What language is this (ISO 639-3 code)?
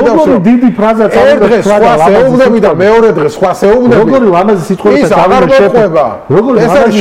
kat